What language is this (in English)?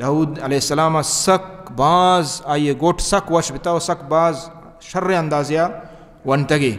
Baluchi